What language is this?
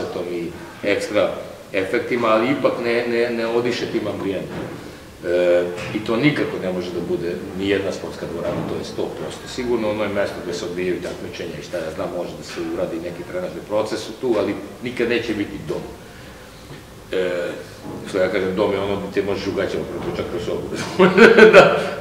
Serbian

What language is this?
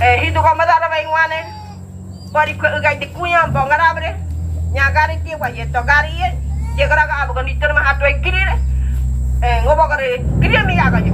Ngäbere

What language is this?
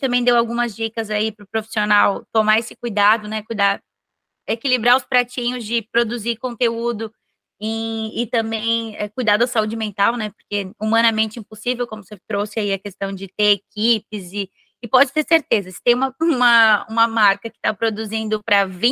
Portuguese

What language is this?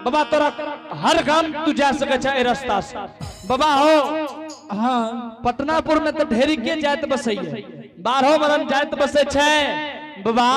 Angika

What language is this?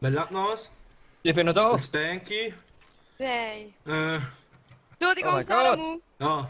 Swiss German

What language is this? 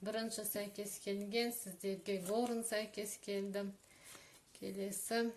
Kazakh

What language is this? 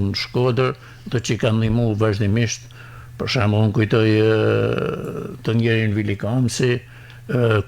Albanian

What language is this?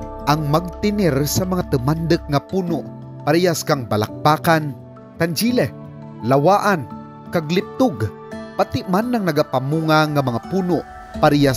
Kinaray-a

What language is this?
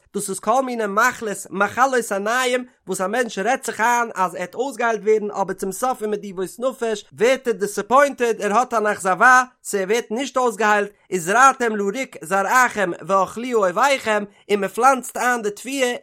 Yiddish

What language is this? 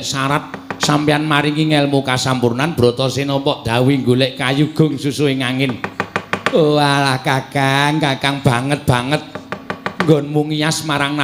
Javanese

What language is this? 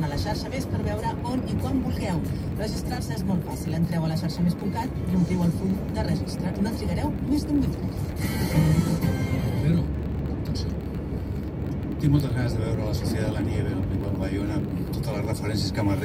Catalan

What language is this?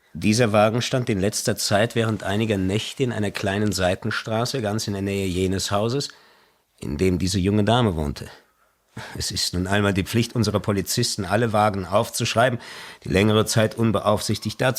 Swiss German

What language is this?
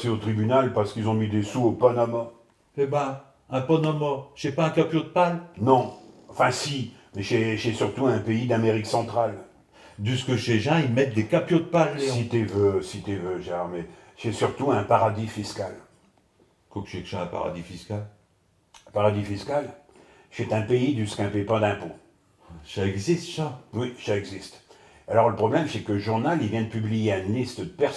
Picard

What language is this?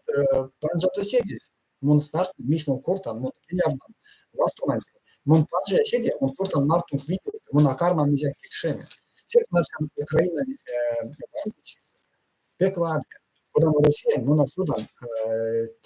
Erzya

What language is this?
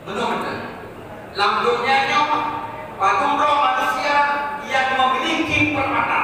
Achinese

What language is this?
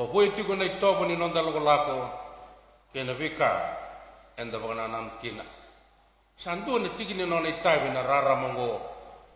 Fijian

